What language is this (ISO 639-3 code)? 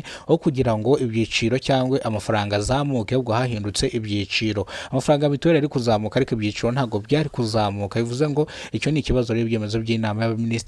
kin